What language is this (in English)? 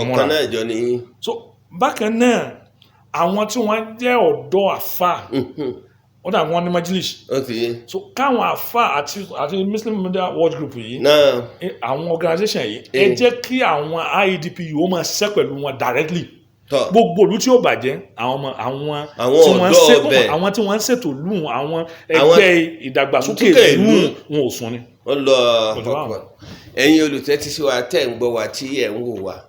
Yoruba